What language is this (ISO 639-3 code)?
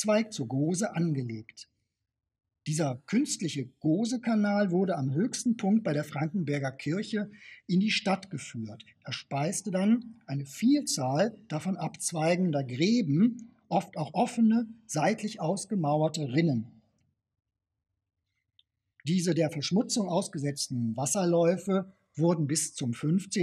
deu